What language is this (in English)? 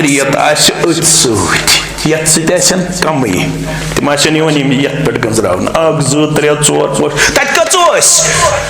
Kashmiri